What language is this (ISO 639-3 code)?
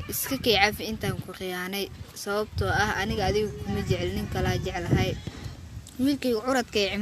som